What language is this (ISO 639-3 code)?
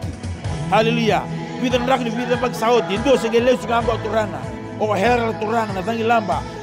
fij